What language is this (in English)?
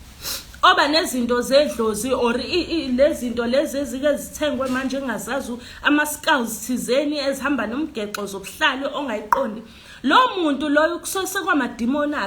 Zulu